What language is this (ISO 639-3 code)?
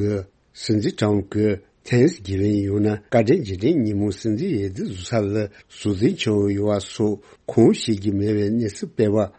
bod